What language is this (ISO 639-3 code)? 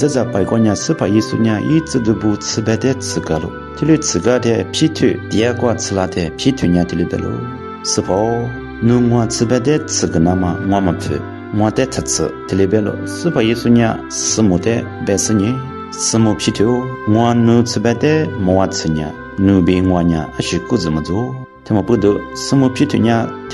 lis